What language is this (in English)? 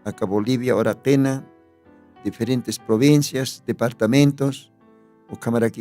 Aymara